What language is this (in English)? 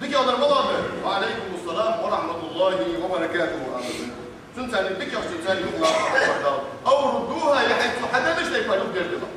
Ingush